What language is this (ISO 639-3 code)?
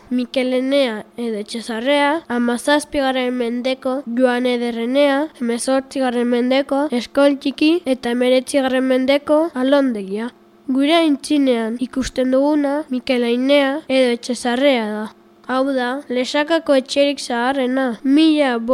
eus